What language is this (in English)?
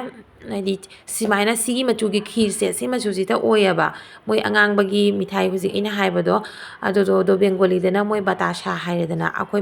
Manipuri